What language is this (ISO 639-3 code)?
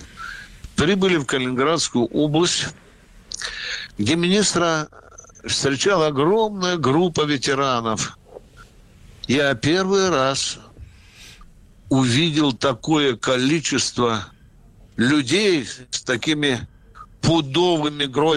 rus